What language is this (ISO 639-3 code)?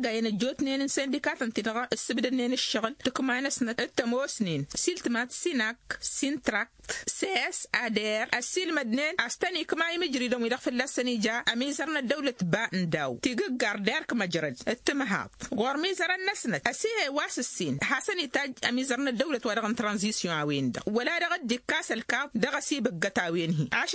taq